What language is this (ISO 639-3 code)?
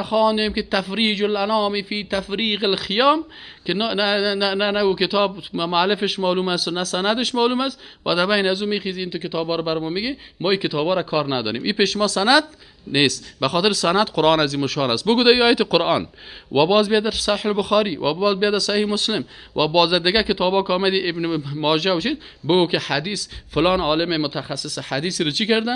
fas